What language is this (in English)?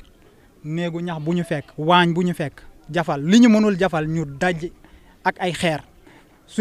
Wolof